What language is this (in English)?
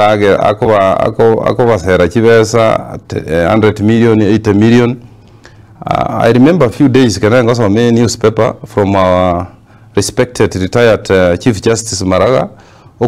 Gusii